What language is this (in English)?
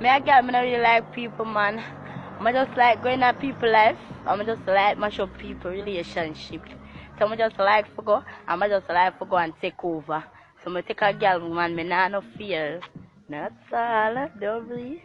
Jamaican Creole English